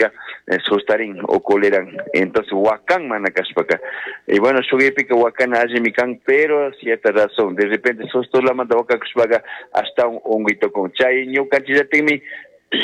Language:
Chimborazo Highland Quichua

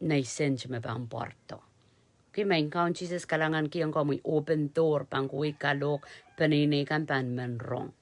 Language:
Pohnpeian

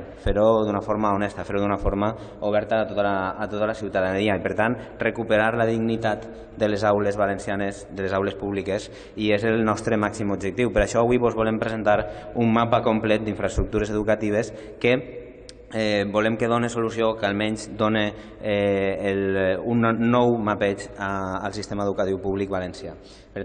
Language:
Catalan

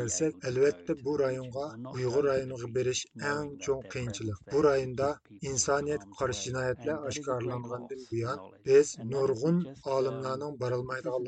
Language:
Uyghur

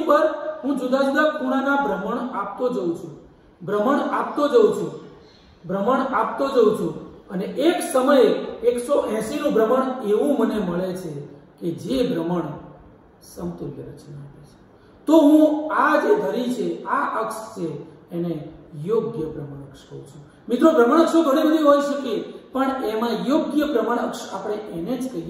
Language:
Gujarati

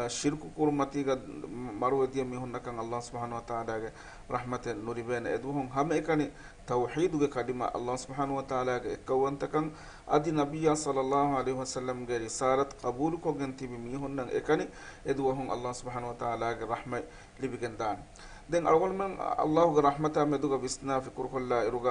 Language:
Divehi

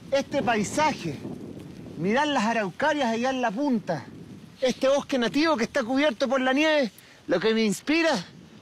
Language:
Spanish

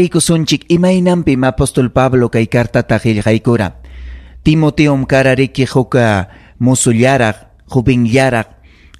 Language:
Ayacucho Quechua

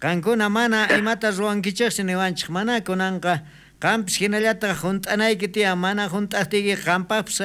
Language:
South Bolivian Quechua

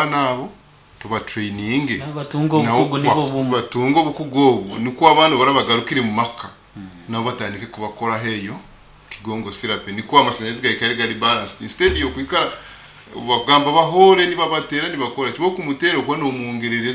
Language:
Nyoro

